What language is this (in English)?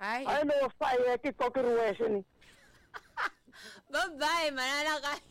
Tsonga